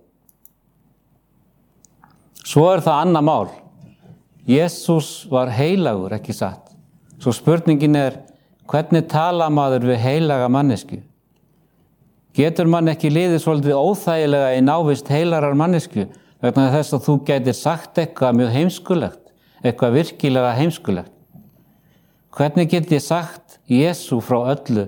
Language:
Icelandic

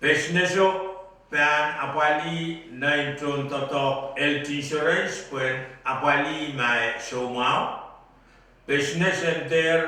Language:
Pohnpeian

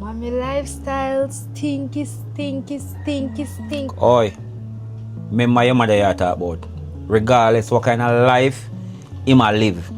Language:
Jamaican Creole English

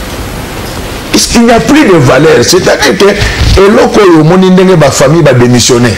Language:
Lingala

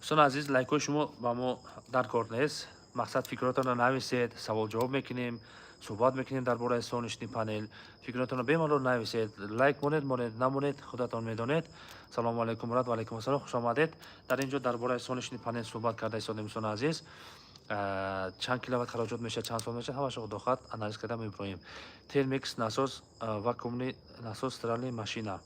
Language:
Tajik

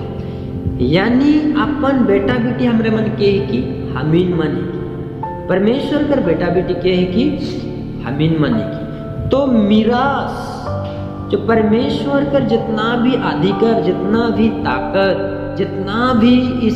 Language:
Sadri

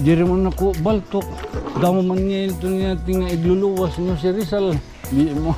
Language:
Waray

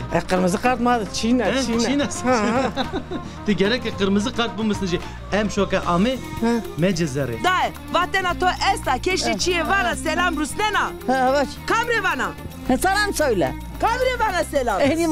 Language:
Zaza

